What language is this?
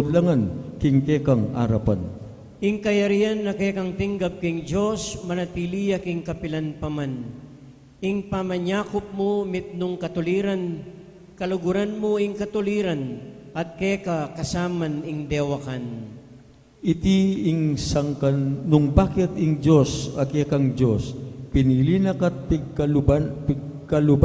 Pampanga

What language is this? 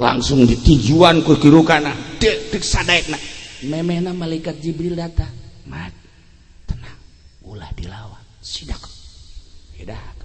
Sundanese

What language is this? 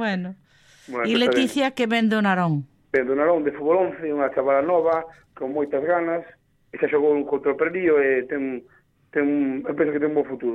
Galician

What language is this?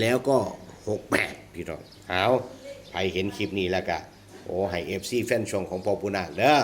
Northeastern Thai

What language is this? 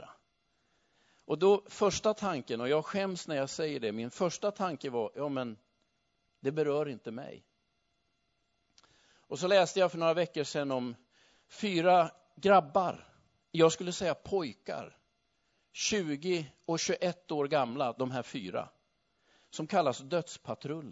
Swedish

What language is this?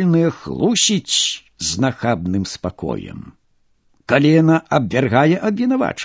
Belarusian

